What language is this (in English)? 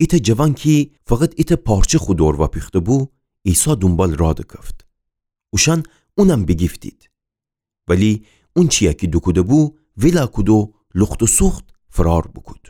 Gilaki